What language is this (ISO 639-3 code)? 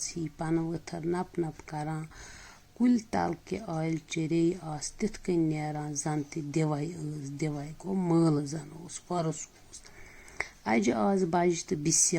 kas